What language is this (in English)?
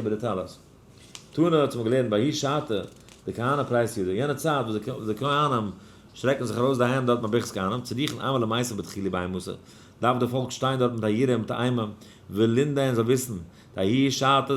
Yiddish